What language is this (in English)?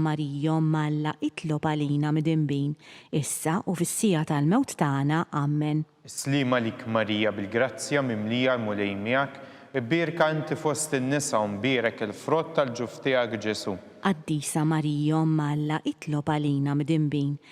Maltese